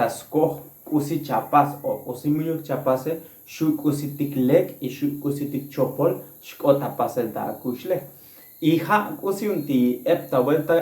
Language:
Tzotzil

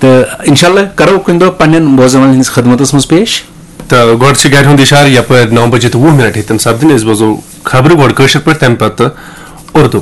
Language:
Kashmiri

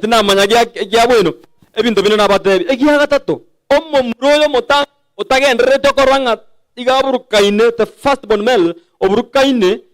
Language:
Gusii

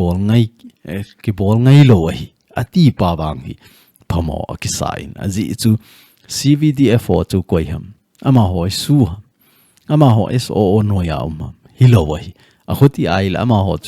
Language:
Thado Chin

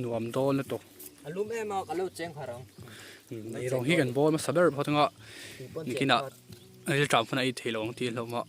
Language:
Mizo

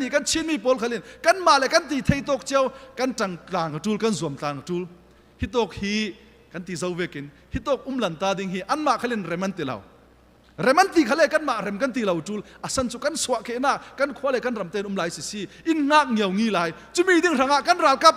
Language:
Falam Chin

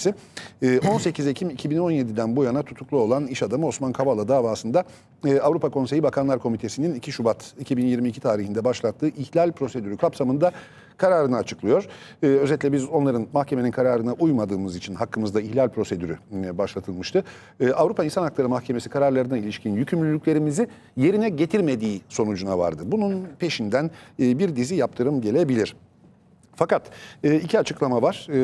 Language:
Turkish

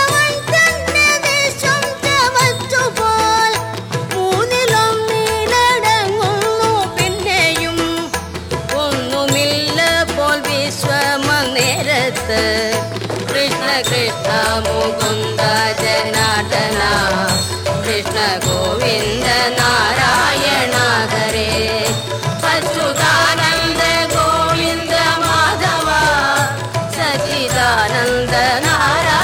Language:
Malayalam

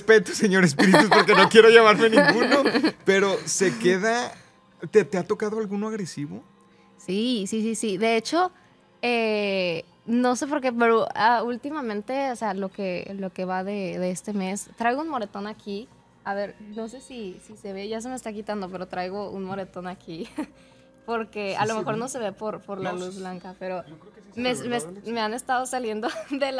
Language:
Spanish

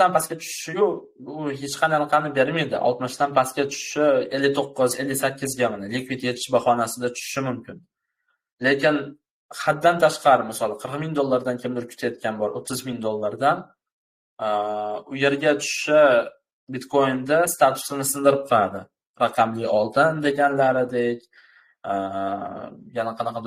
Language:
Uzbek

